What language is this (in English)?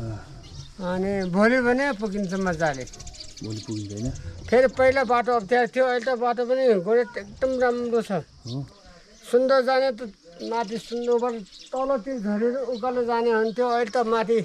Nepali